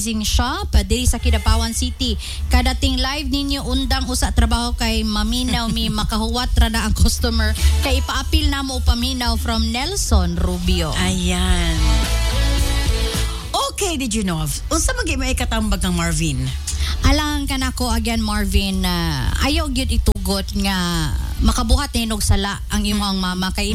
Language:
Cebuano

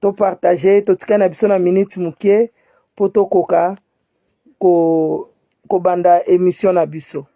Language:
Lingala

